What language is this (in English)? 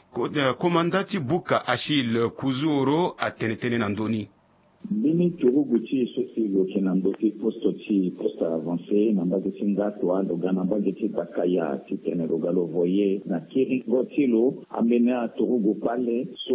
Sango